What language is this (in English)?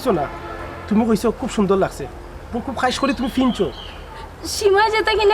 Sylheti